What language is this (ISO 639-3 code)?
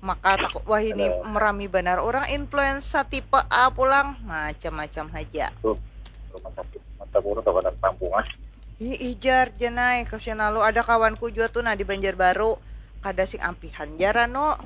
bjn